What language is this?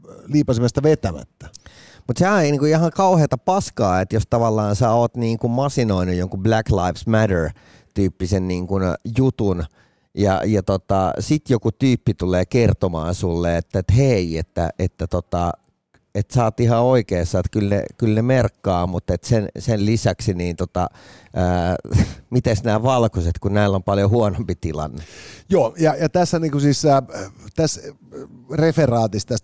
Finnish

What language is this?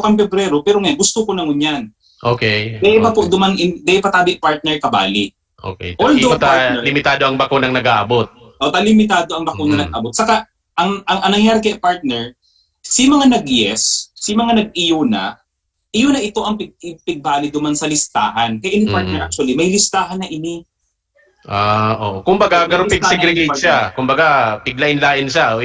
Bikol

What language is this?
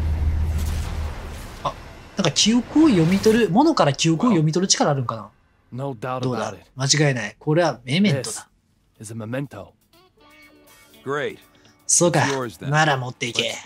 Japanese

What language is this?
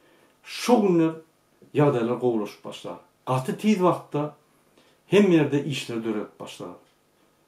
Turkmen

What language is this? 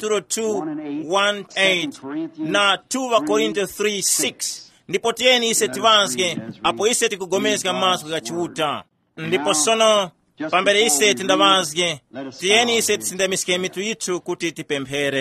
Tumbuka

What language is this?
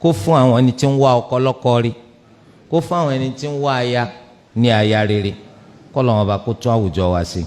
Yoruba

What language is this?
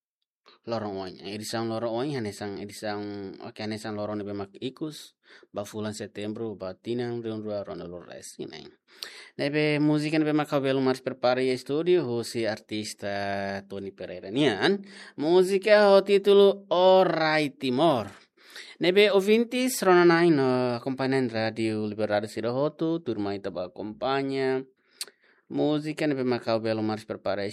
Tetum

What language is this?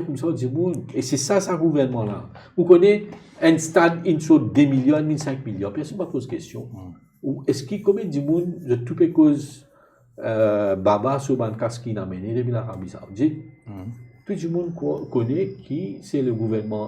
Morisyen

